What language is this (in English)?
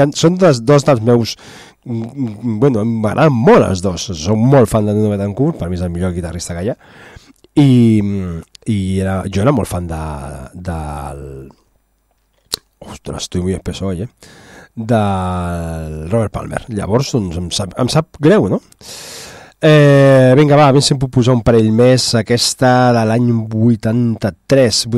Catalan